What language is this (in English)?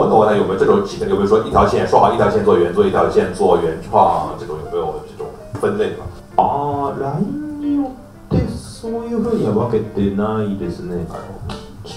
Japanese